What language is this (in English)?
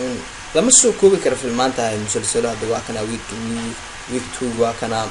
Somali